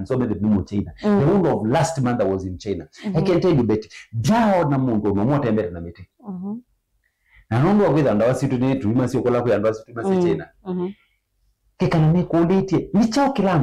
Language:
Kamba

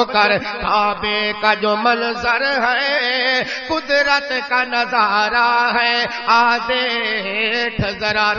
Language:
Urdu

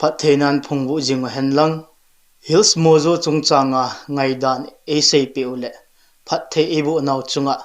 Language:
Thado Chin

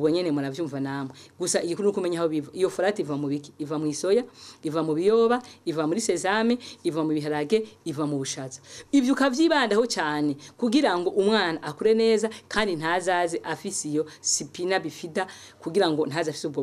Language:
Rundi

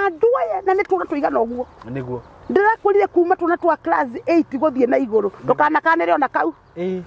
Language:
Kikuyu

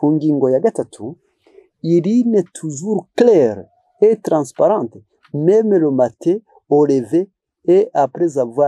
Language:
Kinyarwanda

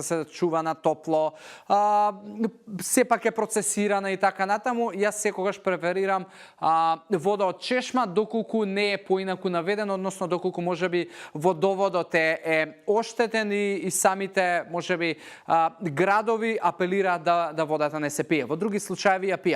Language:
Macedonian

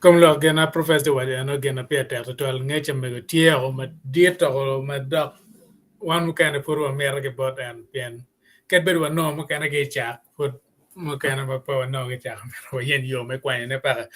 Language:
Acoli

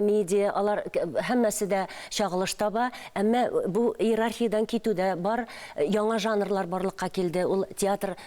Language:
Tatar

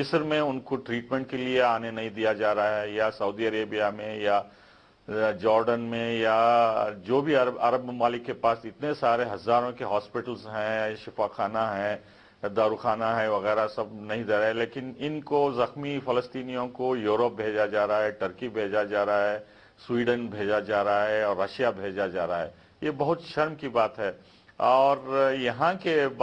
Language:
Urdu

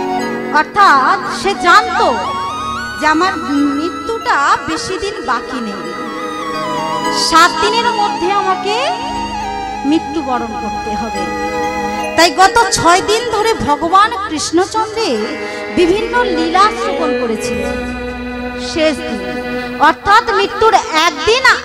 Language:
Bangla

